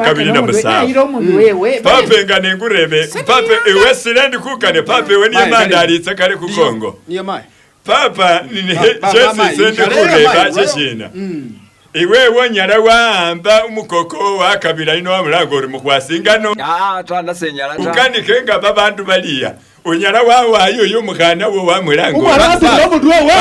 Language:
Masaaba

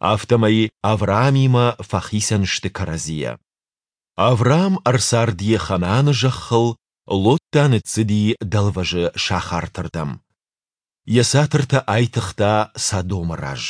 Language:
Ossetic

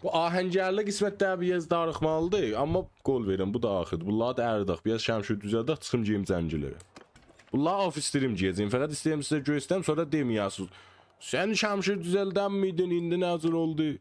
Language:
South Azerbaijani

